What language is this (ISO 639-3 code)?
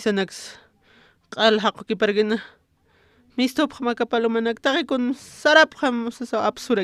aym